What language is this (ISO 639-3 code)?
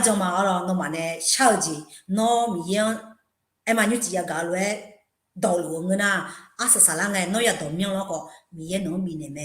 ahk